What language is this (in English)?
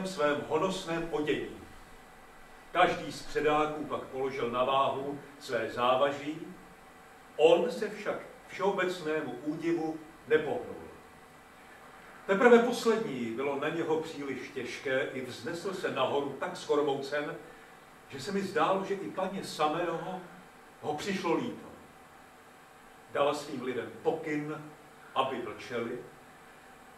Czech